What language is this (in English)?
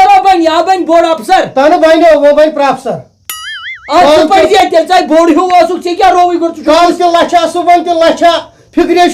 Kashmiri